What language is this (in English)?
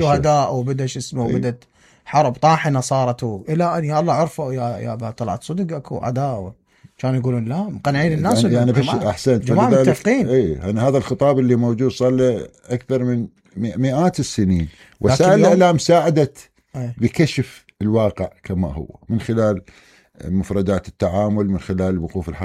Mesopotamian Arabic